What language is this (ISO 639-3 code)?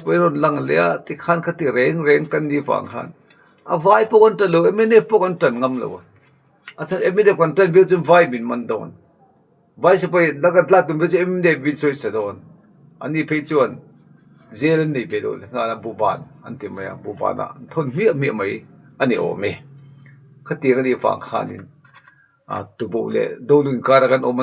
lus